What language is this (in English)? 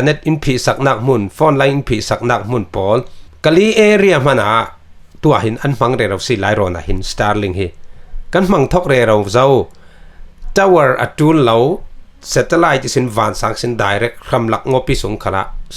Falam Chin